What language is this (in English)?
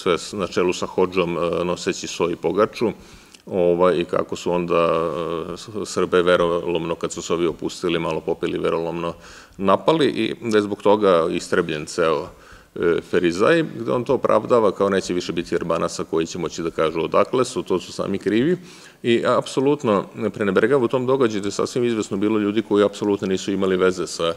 Serbian